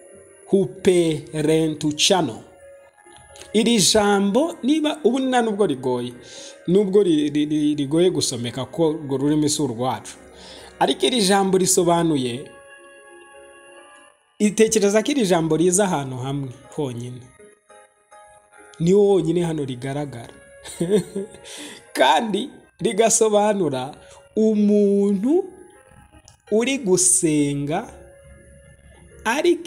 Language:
Kinyarwanda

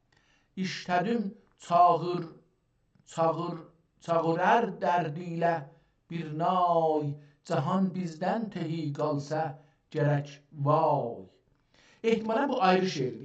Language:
South Azerbaijani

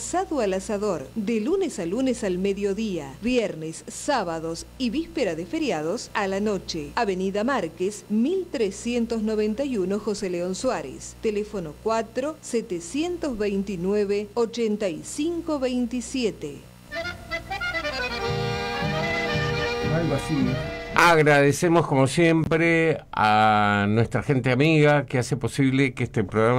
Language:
Spanish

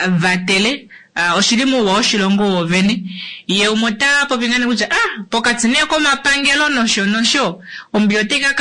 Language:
Kuanyama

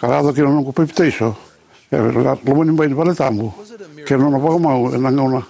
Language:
Fijian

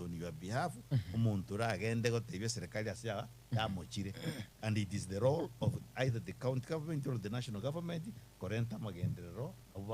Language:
Gusii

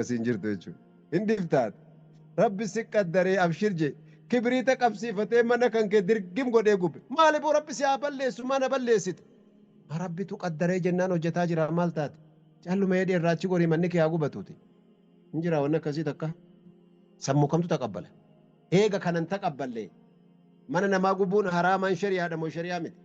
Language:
Oromo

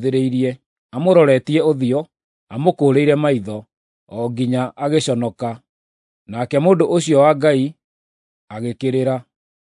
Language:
Kikuyu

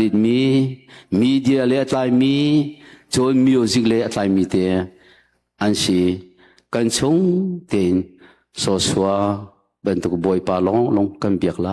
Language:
Hakha Chin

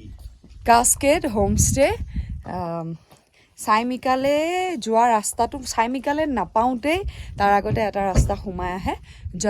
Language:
Assamese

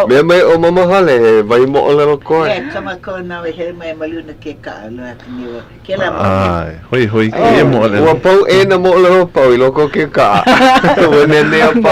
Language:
Hawaiian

